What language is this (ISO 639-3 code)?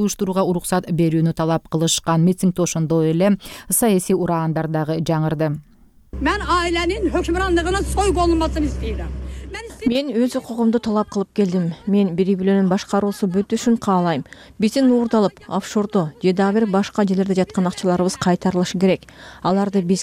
kir